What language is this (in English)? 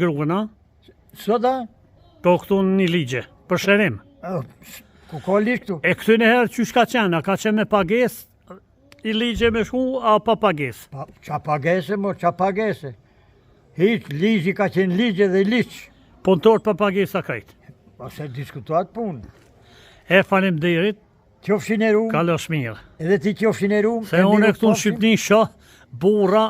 Albanian